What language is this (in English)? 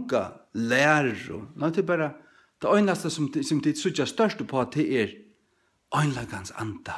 Faroese